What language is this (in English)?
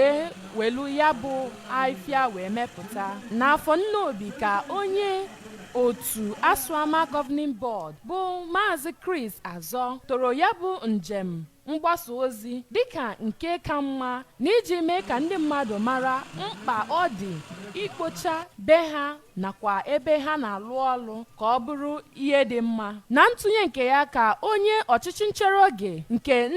Igbo